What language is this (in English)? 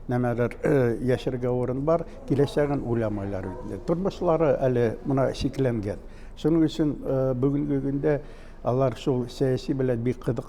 Bashkir